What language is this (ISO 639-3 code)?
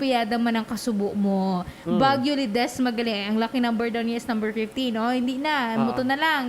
hil